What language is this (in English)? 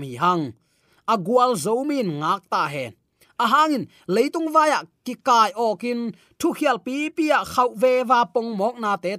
Tedim Chin